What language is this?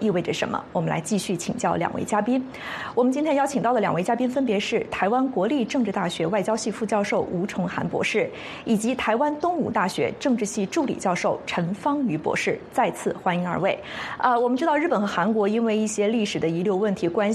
Chinese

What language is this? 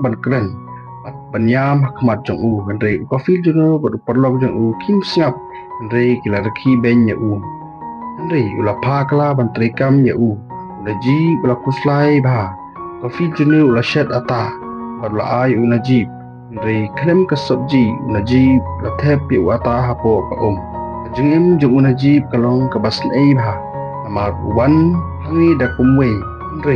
Khasi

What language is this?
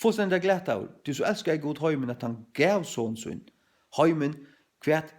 Faroese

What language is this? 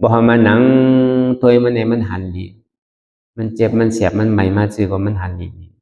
Shan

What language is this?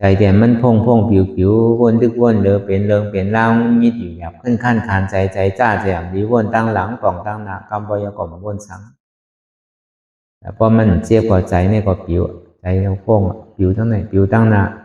Shan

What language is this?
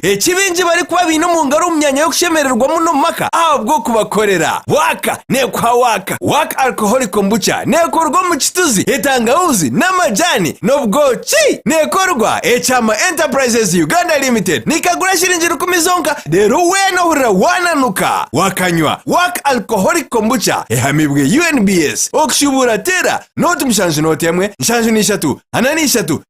Nyankole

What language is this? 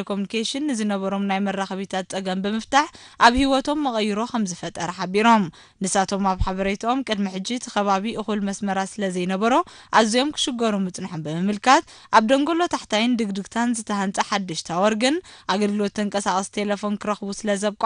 Tigrinya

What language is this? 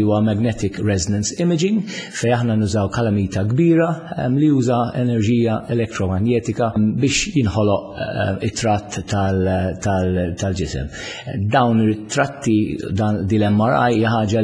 Maltese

